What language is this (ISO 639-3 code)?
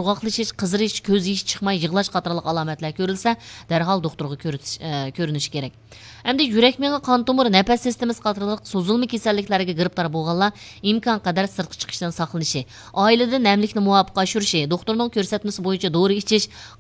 uig